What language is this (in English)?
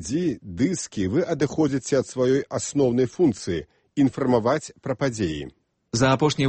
Belarusian